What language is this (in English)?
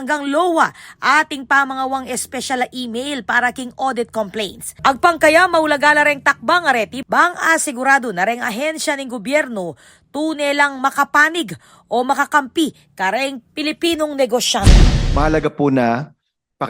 Pampanga